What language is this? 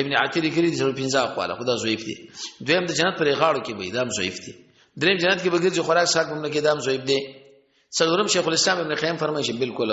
Pashto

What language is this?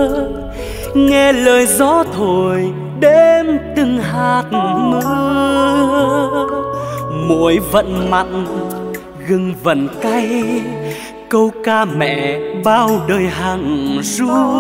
Vietnamese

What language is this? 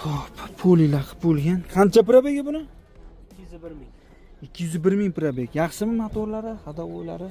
Uzbek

